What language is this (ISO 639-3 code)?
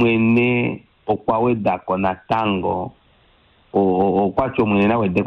kua